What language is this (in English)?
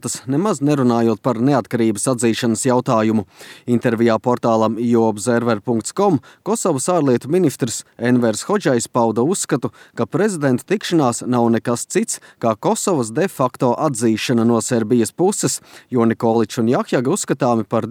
Latvian